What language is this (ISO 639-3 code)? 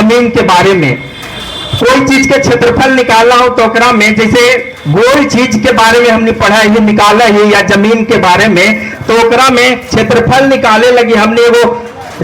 mag